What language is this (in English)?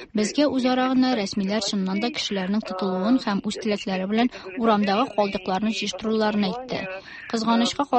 Tatar